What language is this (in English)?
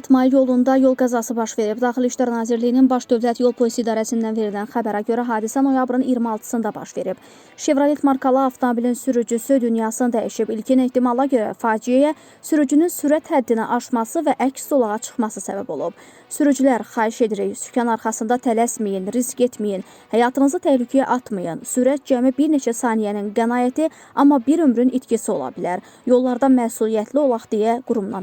Azerbaijani